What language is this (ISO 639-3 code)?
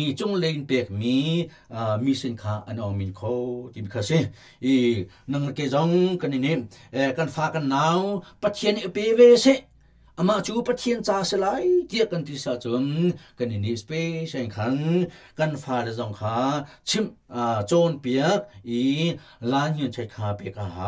cnh